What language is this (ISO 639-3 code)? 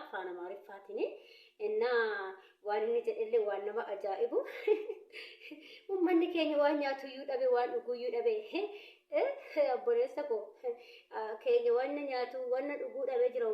orm